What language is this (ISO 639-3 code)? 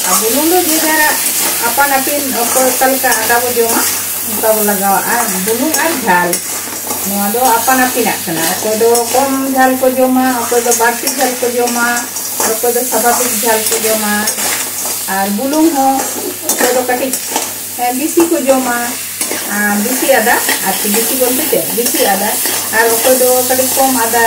sat